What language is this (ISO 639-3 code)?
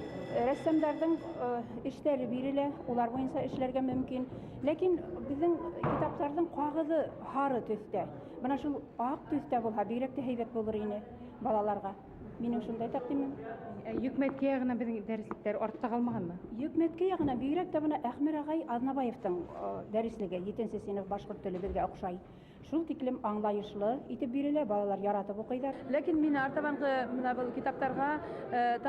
bak